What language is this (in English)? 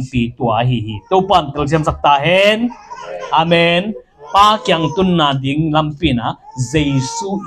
Tedim Chin